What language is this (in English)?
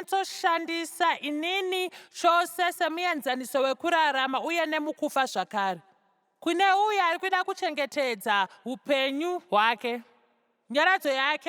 Shona